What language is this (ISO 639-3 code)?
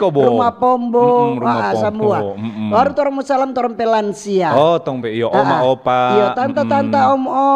xmm